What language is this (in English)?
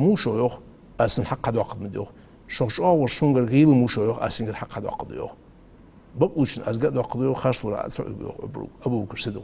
Ingush